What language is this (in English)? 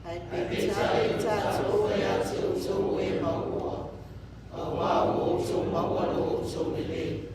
Samoan